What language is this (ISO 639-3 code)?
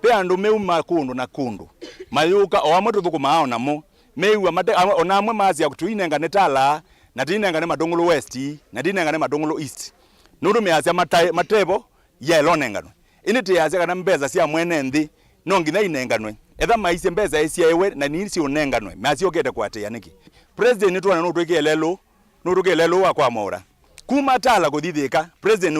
kam